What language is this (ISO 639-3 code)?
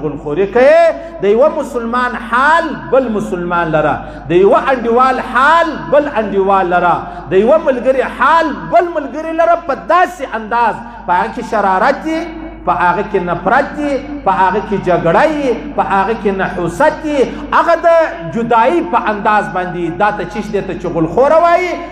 pus